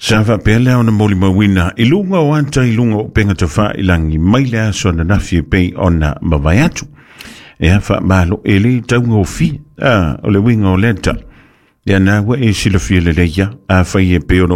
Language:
Samoan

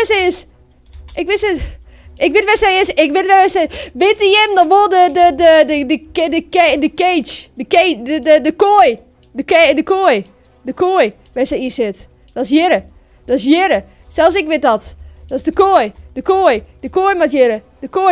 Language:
Western Frisian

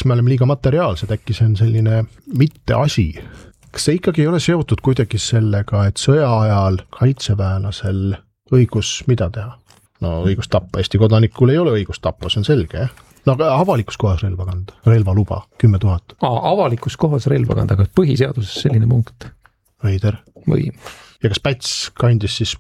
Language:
Estonian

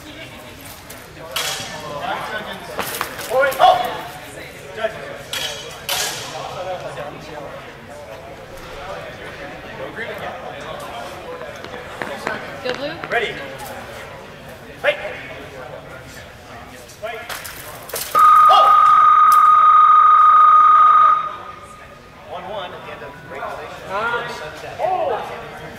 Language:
English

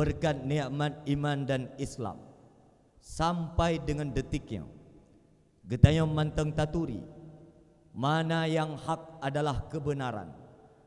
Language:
Achinese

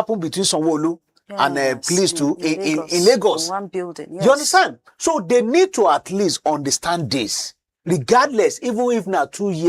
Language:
Nigerian Pidgin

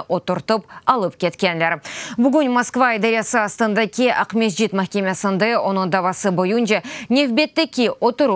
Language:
Crimean Tatar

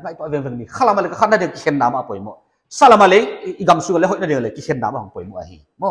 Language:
Paite Chin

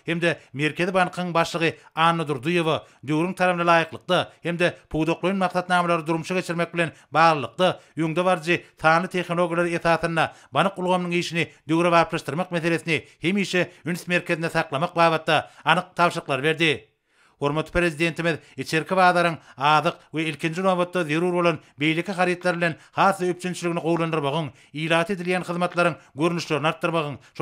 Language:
Turkmen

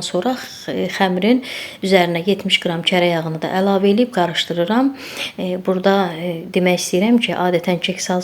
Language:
Azerbaijani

